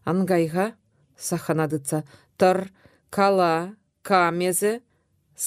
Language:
Chuvash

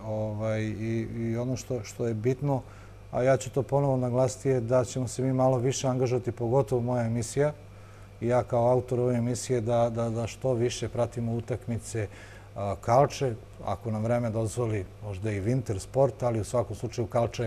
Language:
Serbian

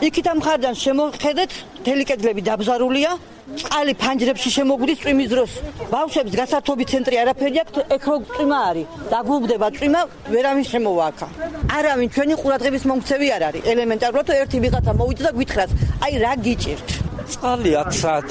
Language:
Georgian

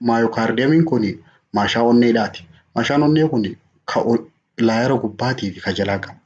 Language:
Oromo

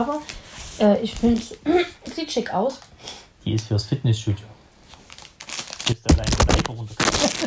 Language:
German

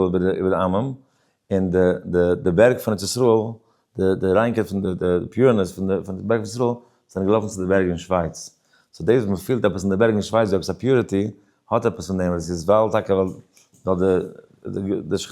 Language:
Yiddish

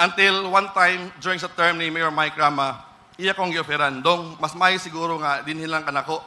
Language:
Cebuano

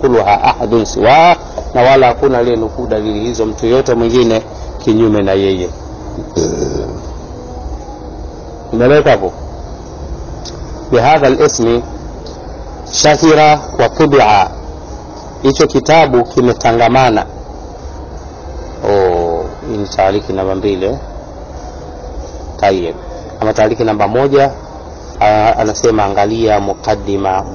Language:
Swahili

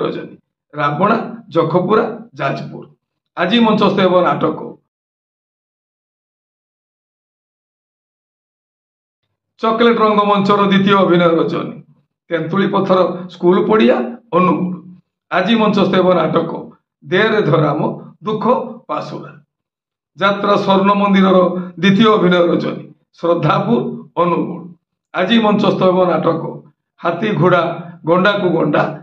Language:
Odia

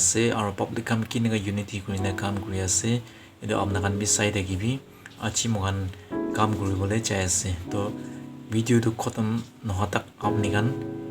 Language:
Naga Pidgin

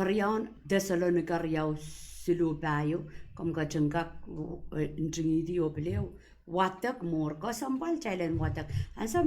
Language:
Pohnpeian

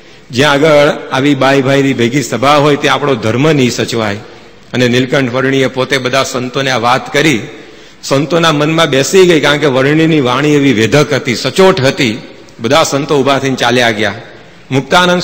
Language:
Gujarati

